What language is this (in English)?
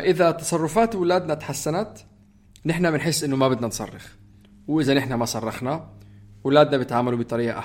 North Levantine Arabic